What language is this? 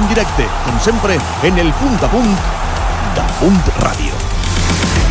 Catalan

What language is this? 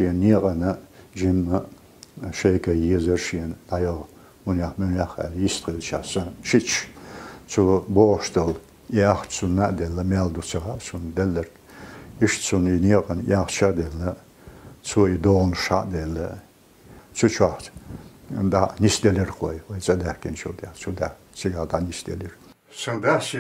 Chechen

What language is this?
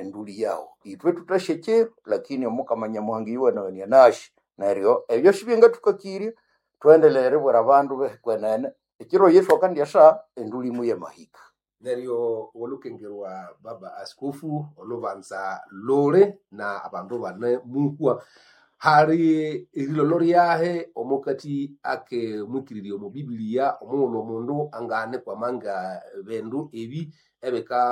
Nande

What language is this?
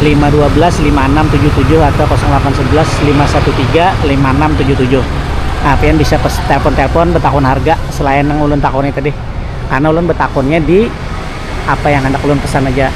Banjar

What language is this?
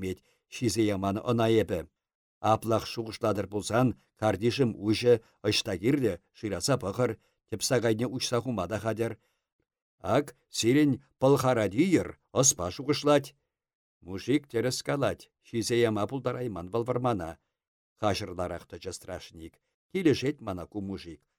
Chuvash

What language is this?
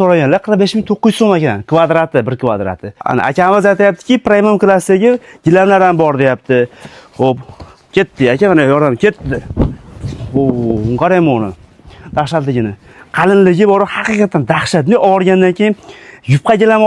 Uzbek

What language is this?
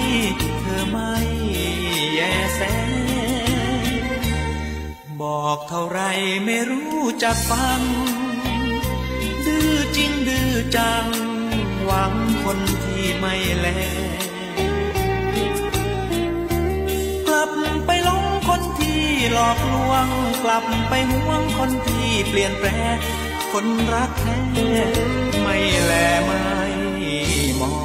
Thai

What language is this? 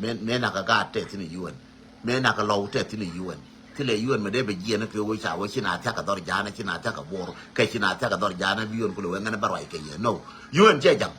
Nuer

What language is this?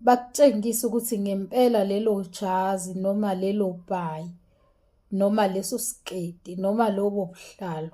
Zulu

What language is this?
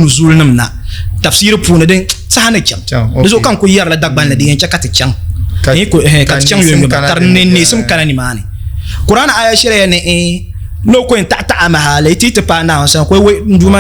Dagbani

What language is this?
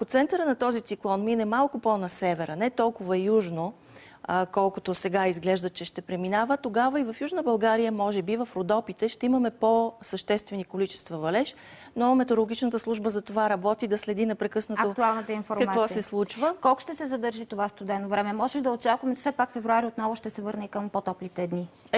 Bulgarian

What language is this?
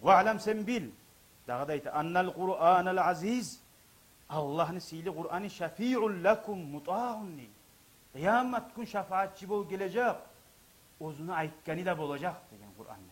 Kumyk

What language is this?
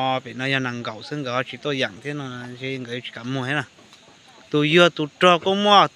Hmong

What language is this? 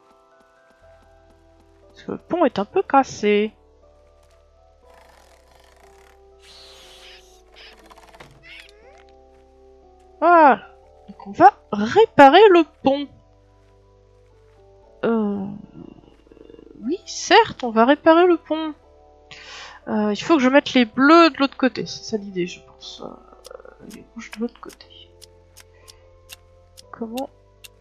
French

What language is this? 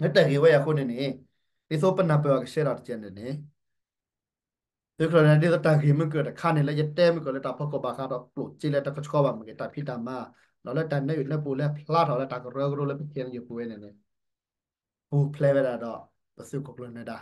S'gaw Karen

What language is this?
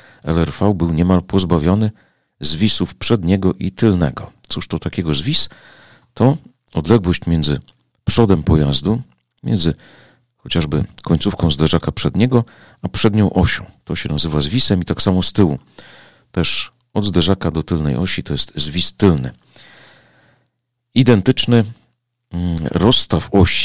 Polish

